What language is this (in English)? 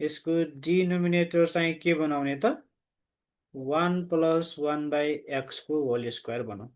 Nepali